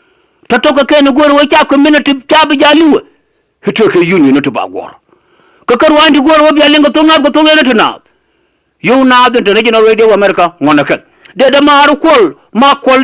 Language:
Nuer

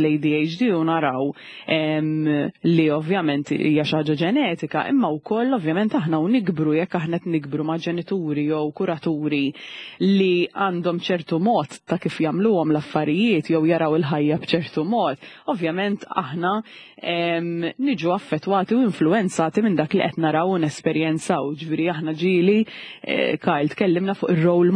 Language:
Maltese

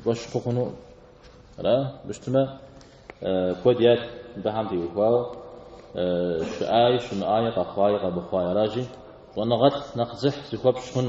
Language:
Kabardian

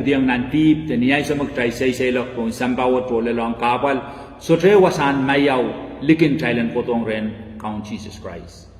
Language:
Pohnpeian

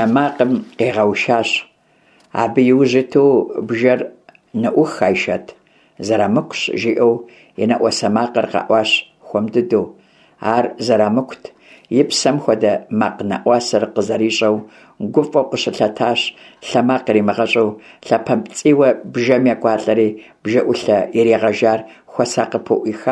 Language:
Kabardian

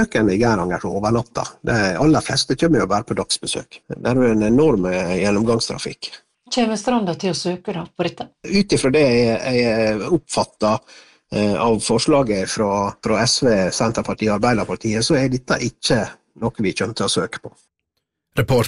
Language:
Norwegian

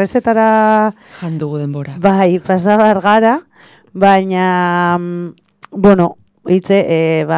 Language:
Basque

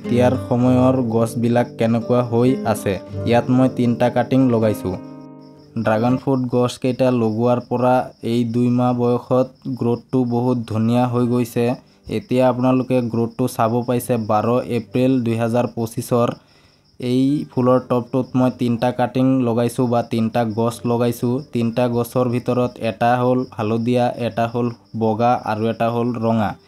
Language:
Assamese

